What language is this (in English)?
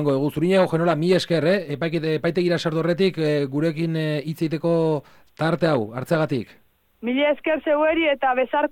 Basque